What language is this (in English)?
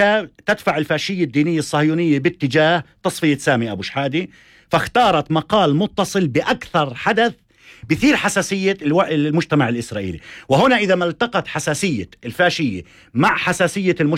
North Levantine Arabic